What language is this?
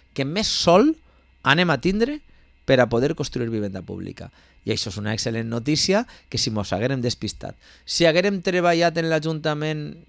Catalan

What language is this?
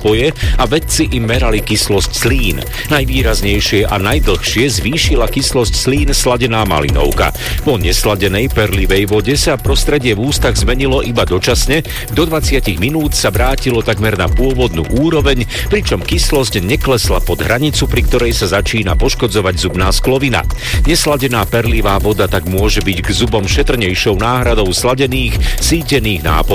Slovak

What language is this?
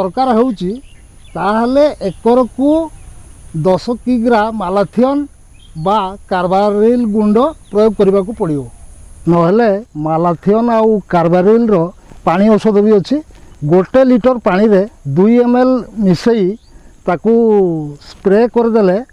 Odia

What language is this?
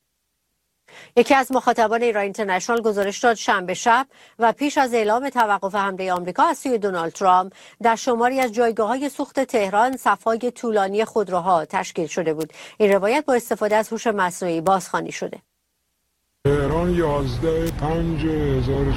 Persian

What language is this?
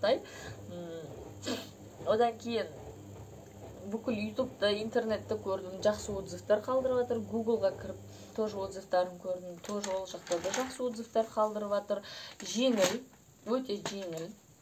Kazakh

